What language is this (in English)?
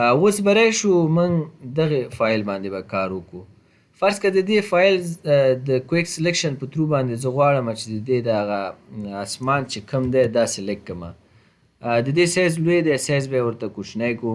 Pashto